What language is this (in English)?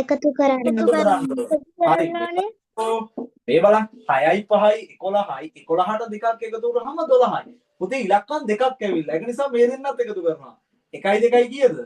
Sinhala